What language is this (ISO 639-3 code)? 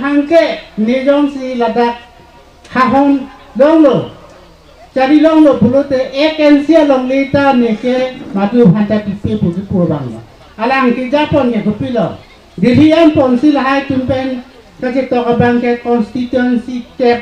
mjw